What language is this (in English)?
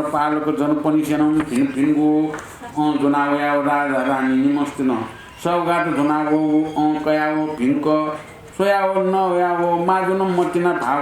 Newari